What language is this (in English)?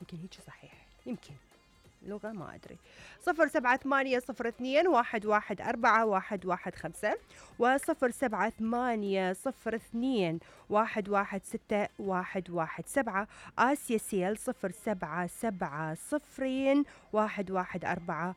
Mesopotamian Arabic